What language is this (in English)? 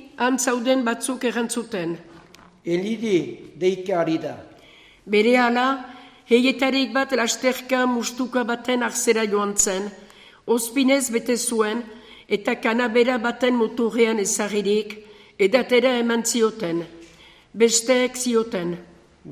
Basque